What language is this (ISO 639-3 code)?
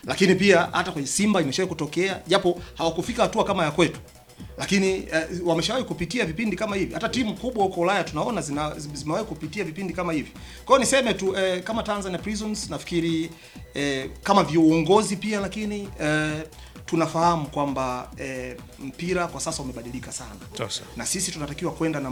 swa